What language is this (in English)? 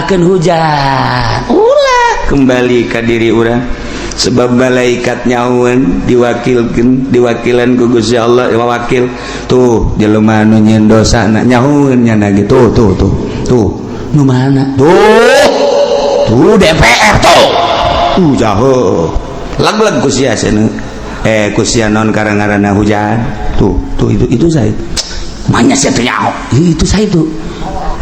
Sundanese